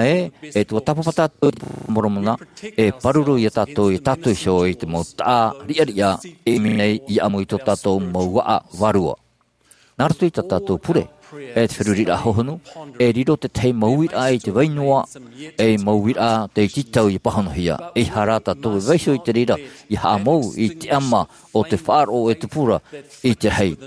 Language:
Tahitian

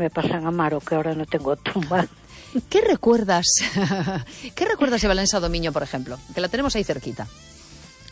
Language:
Spanish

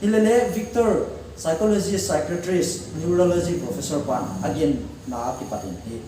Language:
Paite Chin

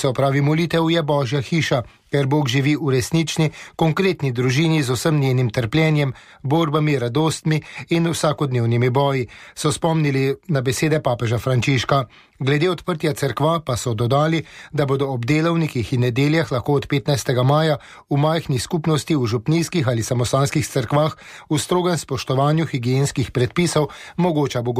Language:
Slovenian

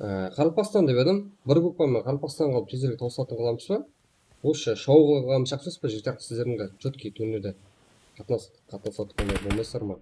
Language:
Kara-Kalpak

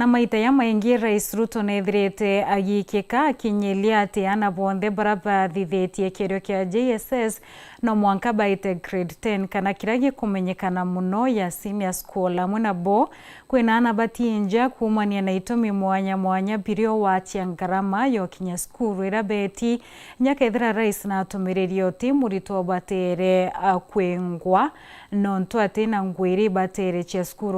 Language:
Meru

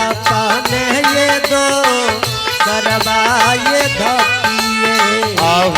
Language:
Angika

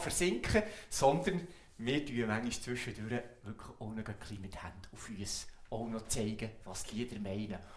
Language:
Swiss German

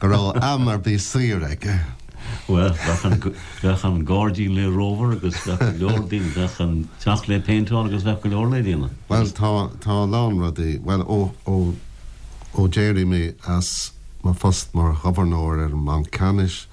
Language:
Irish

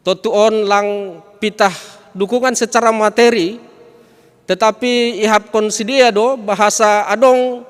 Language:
Batak Simalungun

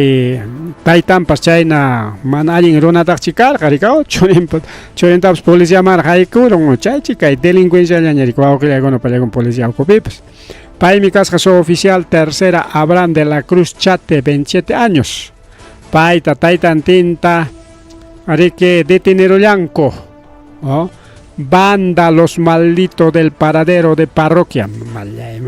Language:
Ayacucho Quechua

